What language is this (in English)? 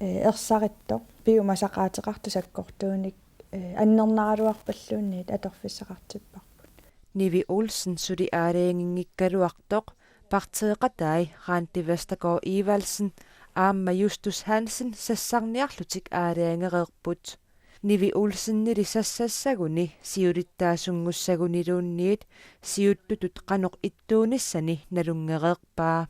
Kalaallisut